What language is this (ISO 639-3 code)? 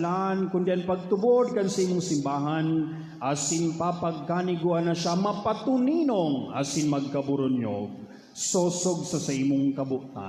bik